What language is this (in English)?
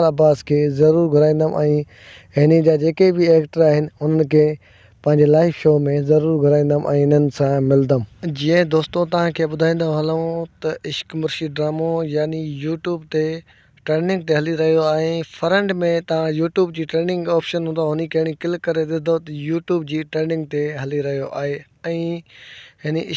Sindhi